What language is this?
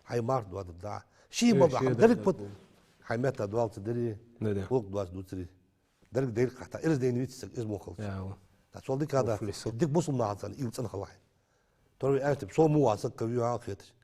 Ingush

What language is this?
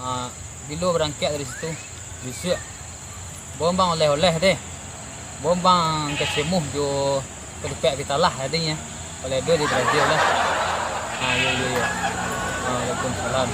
Minangkabau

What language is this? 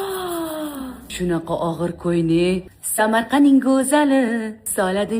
Uzbek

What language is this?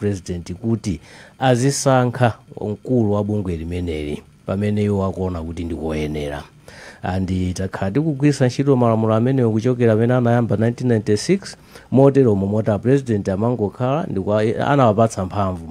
Nyanja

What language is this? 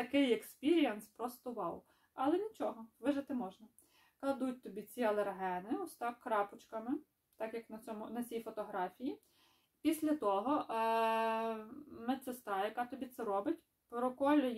Ukrainian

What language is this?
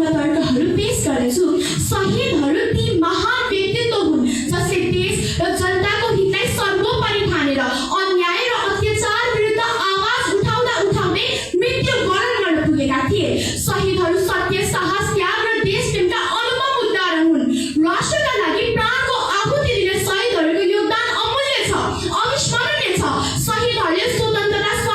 Nepali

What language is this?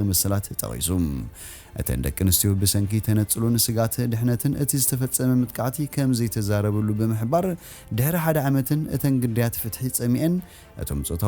Tigrinya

